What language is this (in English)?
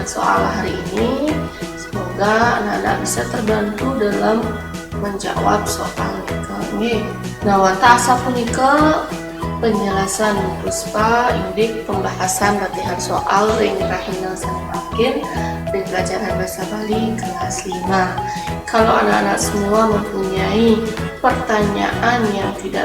Balinese